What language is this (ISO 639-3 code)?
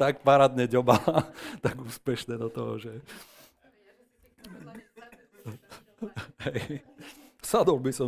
slk